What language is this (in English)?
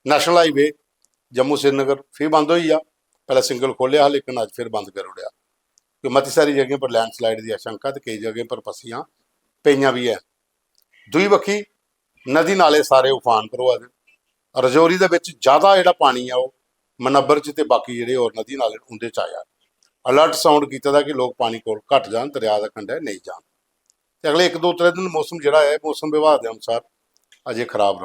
Dogri